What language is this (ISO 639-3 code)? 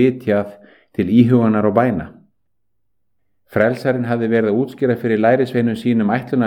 isl